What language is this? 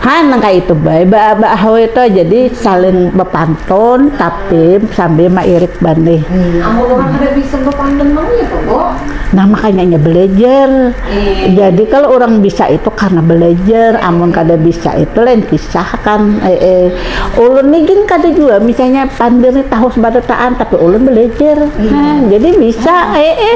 Banjar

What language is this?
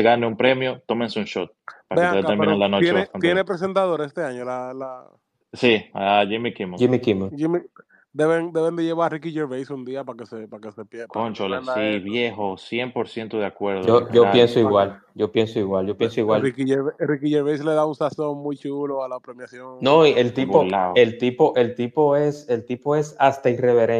Spanish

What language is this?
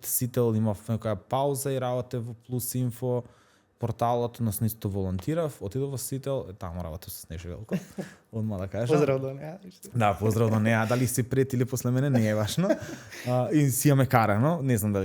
Macedonian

